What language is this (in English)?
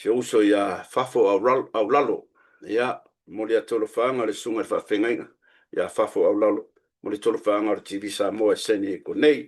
Samoan